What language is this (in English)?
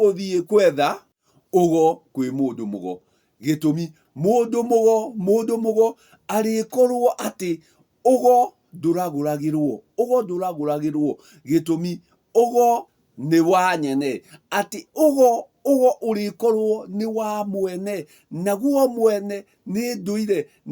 Kikuyu